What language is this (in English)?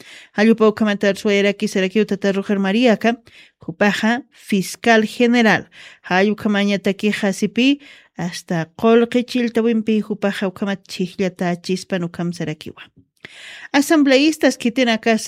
Aymara